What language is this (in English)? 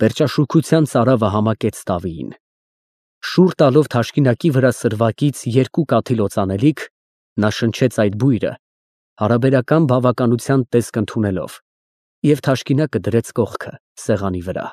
Armenian